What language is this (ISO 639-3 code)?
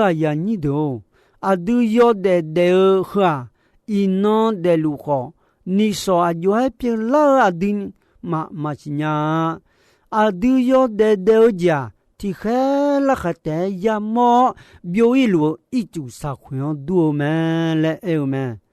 ahk